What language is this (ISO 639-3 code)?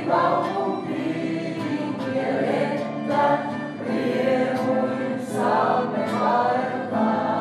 fin